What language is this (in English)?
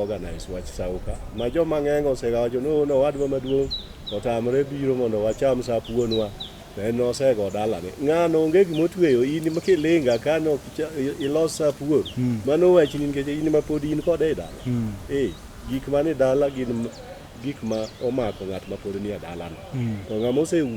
Luo (Kenya and Tanzania)